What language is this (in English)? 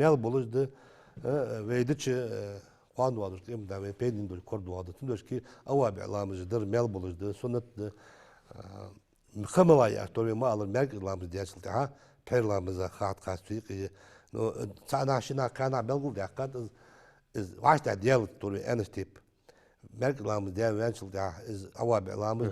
Ingush